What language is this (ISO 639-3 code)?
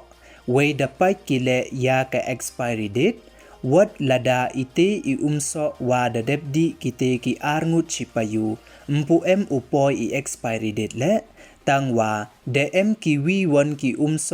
pbv